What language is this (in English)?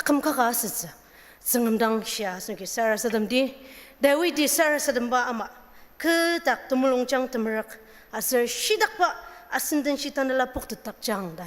Ao Naga